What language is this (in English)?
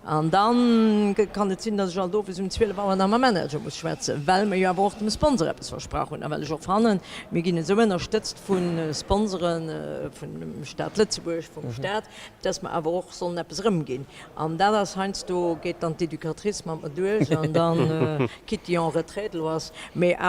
Luxembourgish